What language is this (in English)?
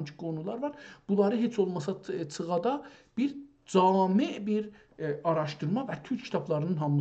South Azerbaijani